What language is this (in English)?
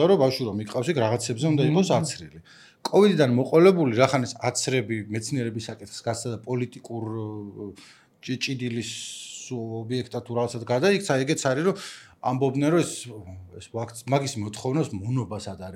Georgian